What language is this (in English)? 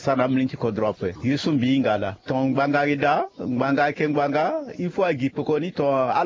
Sango